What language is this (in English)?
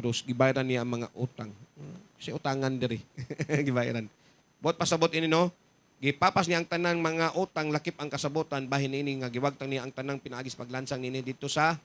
Cebuano